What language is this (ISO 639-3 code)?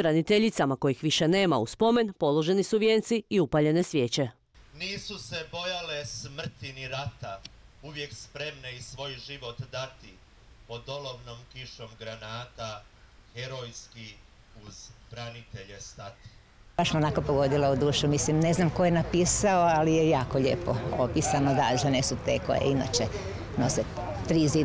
hrv